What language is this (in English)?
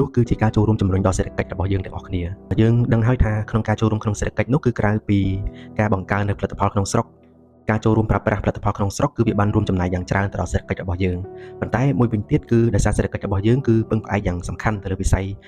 Khmer